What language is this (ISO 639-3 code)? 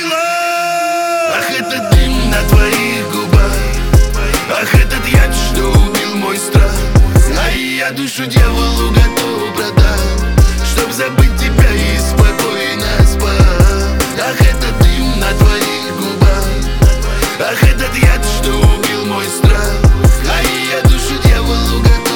rus